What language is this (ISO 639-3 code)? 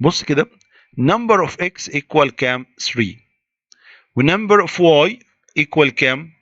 arz